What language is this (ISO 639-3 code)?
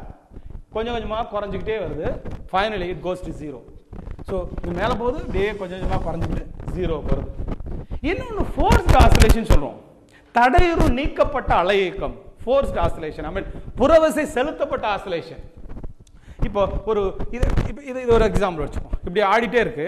tam